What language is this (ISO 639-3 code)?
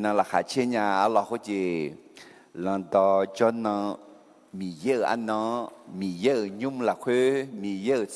ahk